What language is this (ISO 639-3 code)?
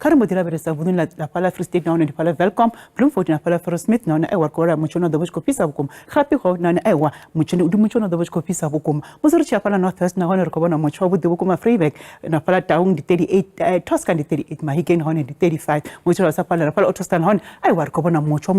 ven